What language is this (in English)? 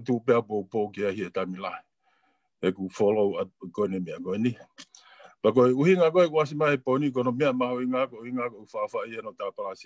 Tongan